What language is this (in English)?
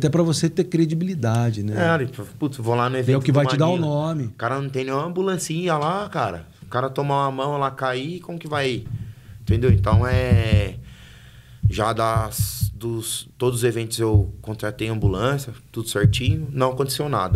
Portuguese